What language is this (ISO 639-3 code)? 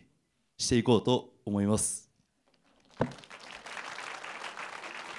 jpn